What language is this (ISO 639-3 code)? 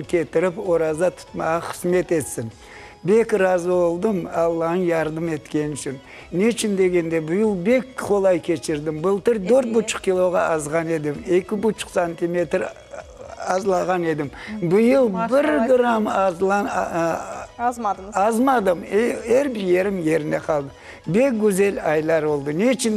crh